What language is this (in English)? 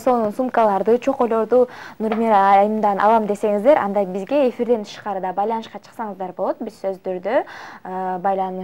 Kyrgyz